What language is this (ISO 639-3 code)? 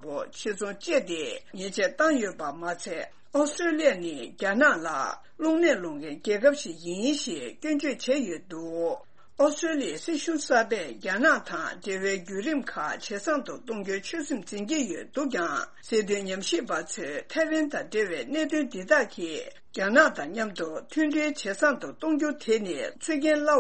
bod